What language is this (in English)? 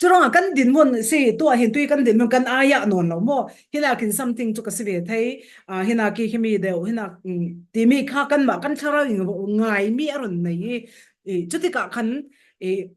Falam Chin